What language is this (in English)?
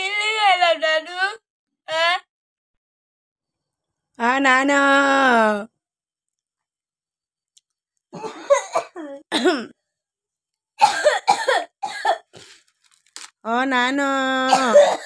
Bangla